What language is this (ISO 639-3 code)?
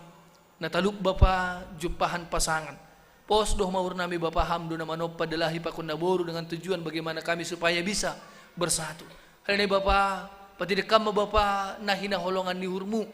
bts